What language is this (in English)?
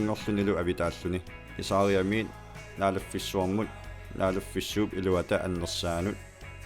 Kalaallisut